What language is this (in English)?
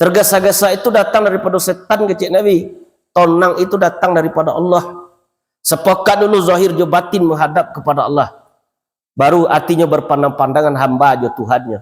Minangkabau